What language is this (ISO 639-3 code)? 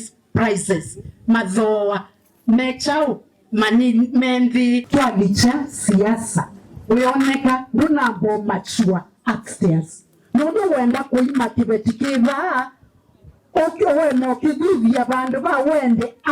kam